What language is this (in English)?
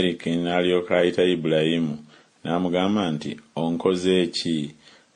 Ganda